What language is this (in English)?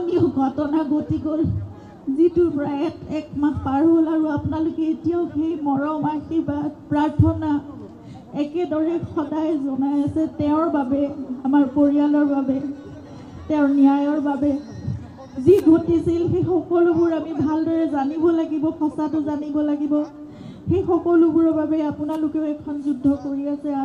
Assamese